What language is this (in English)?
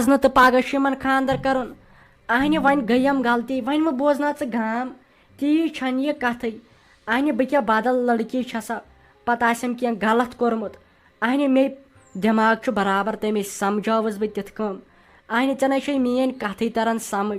Kashmiri